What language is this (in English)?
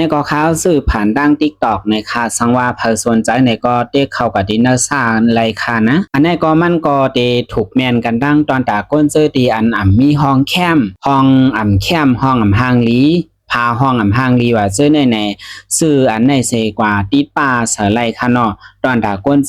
Shan